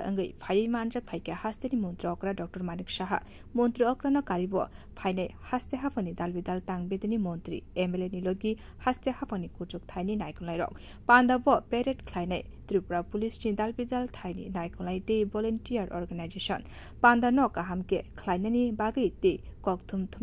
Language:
Kok Borok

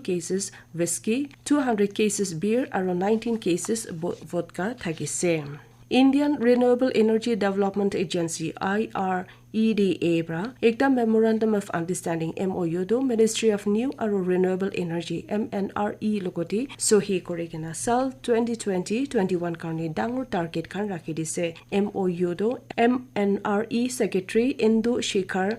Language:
Naga Pidgin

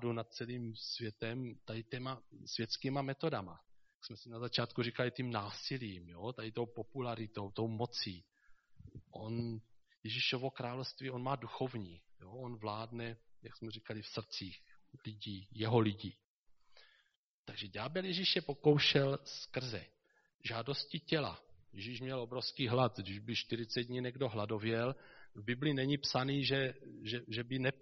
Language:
Czech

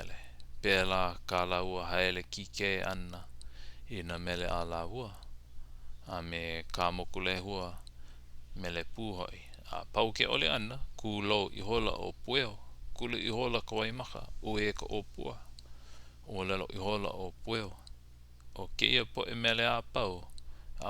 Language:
Hawaiian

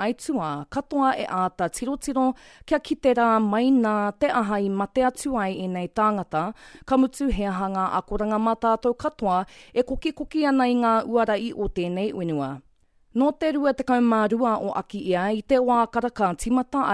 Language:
Māori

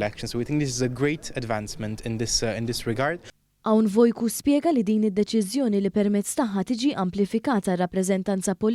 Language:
Maltese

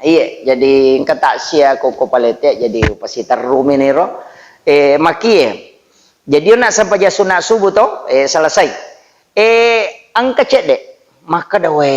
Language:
Buginese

